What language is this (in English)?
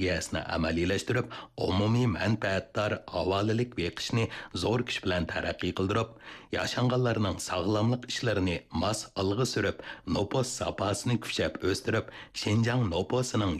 Uyghur